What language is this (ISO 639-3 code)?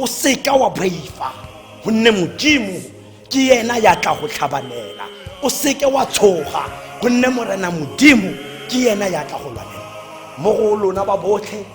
tsn